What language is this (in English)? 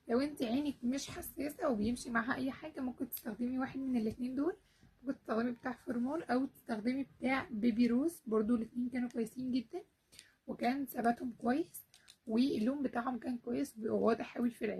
Egyptian Arabic